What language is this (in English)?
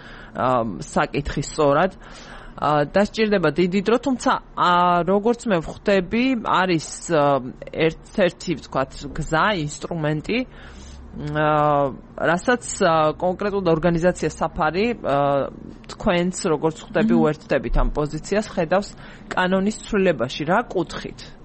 Georgian